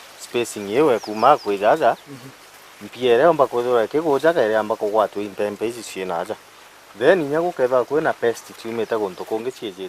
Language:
Meru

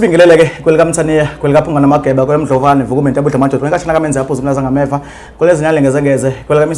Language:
Zulu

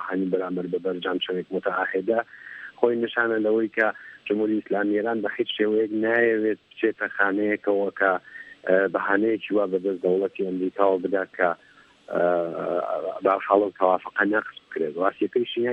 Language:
Central Kurdish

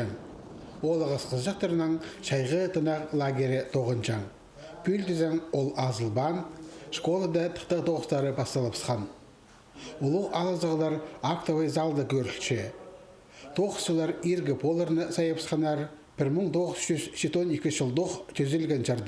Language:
Khakas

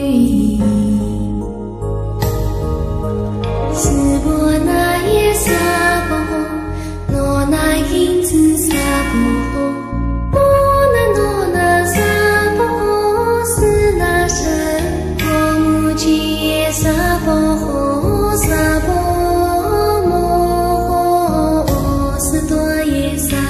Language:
Chinese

